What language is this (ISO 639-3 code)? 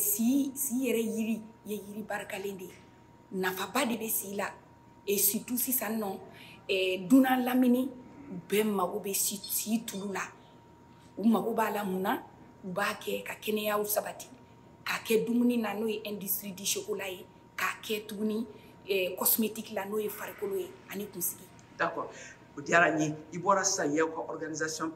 bam